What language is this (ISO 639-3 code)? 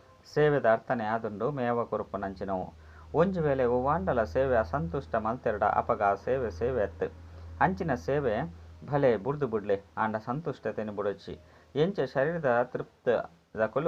tcy